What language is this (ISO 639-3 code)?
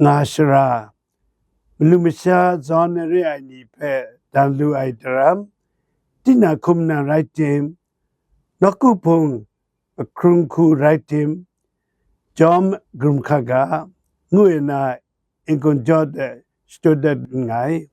kac